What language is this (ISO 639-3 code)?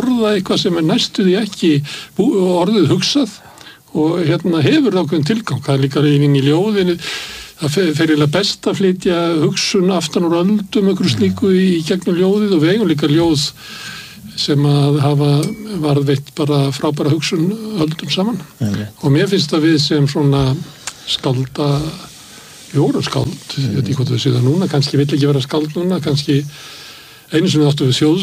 isl